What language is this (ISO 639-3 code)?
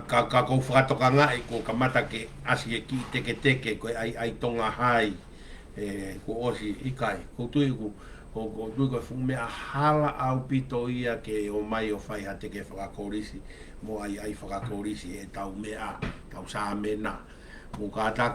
ton